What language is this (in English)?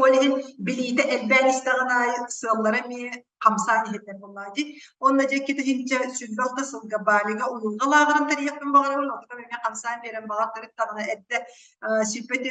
Yakut